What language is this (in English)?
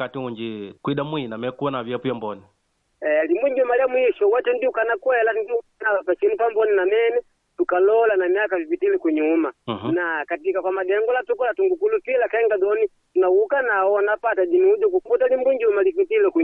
Makonde